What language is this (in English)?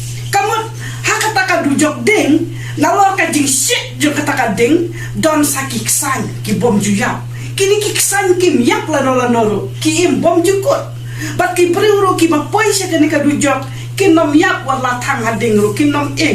Khasi